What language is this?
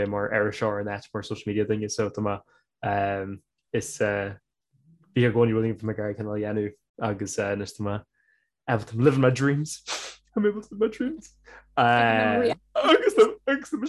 Irish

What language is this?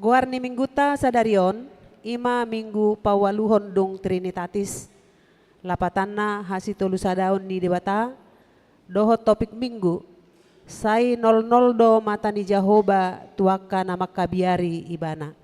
Batak Toba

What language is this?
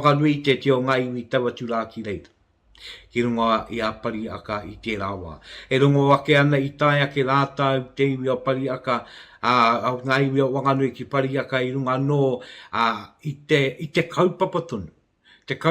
Māori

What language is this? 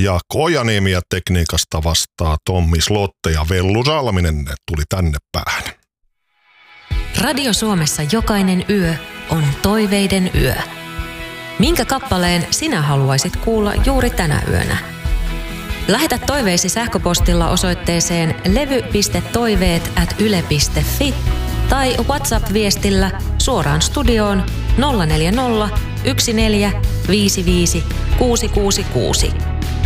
Finnish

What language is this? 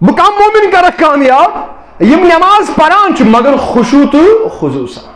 Kashmiri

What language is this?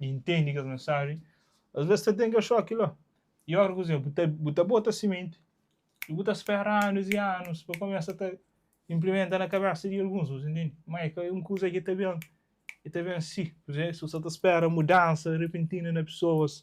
Kabuverdianu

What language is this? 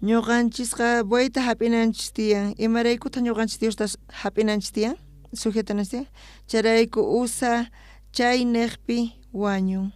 South Bolivian Quechua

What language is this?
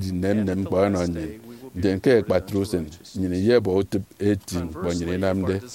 Efik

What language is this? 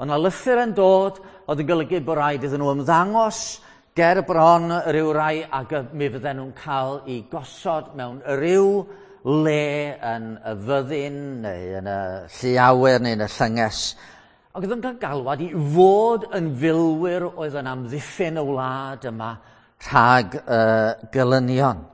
Welsh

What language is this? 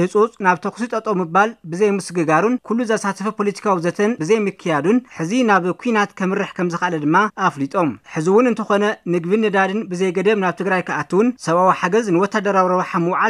Tigrinya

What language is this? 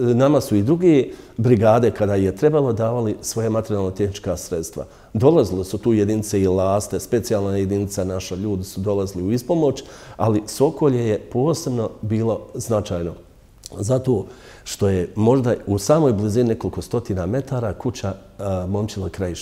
Bosnian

